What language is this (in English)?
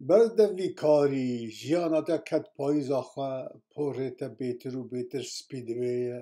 Kurdish